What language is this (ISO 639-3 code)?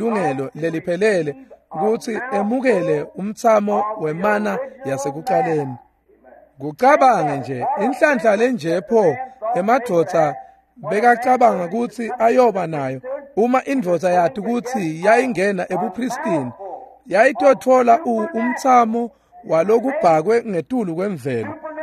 ssw